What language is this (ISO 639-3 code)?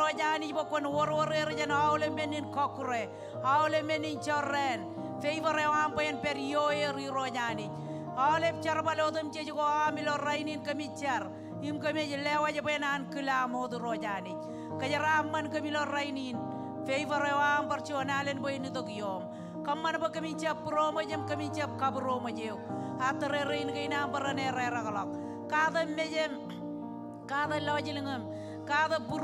mah